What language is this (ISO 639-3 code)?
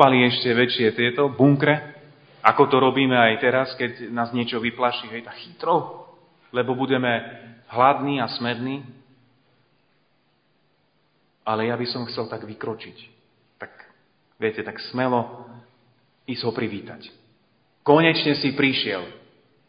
slk